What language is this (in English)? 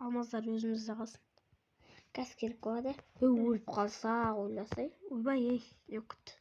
Kazakh